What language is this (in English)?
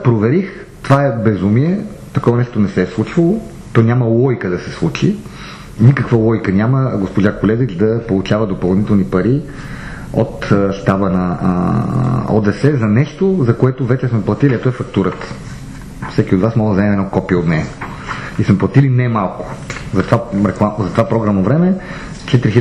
Bulgarian